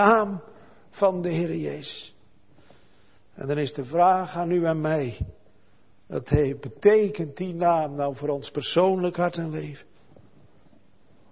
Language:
Dutch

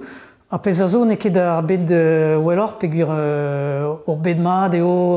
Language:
Breton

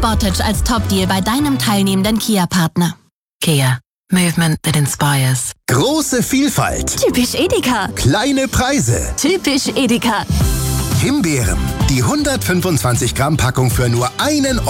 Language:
German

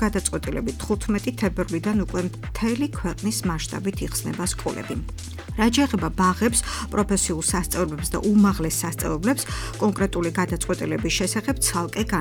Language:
Georgian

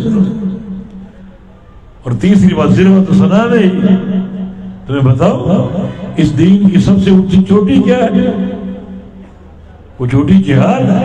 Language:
Urdu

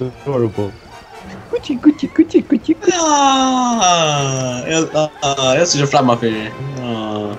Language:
Faroese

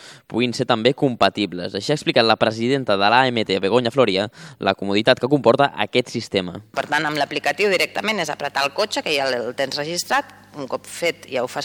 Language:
Catalan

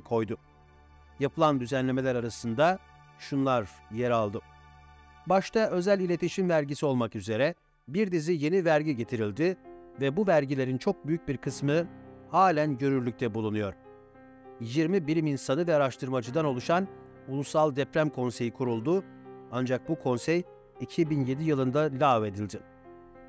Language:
Turkish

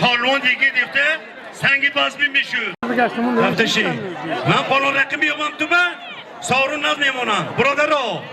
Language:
Uzbek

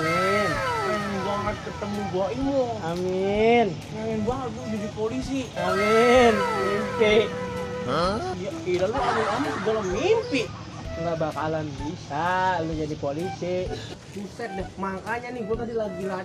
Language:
Betawi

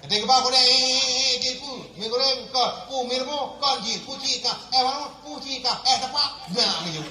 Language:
Achinese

